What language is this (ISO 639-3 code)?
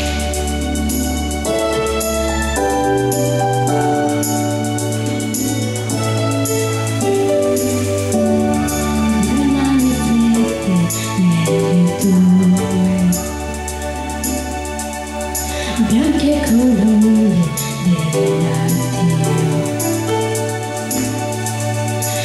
ita